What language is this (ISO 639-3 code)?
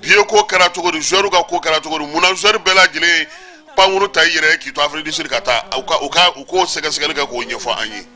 bam